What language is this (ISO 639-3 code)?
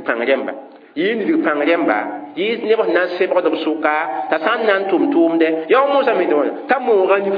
mos